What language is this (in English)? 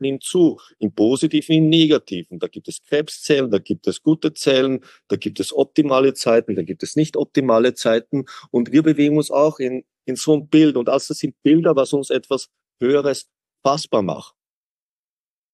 German